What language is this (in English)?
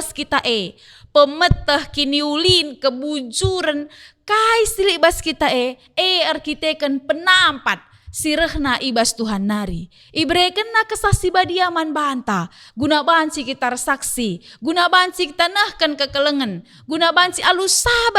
Batak Karo